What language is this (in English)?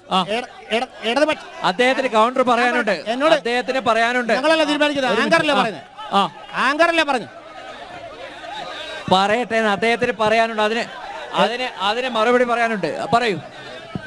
Malayalam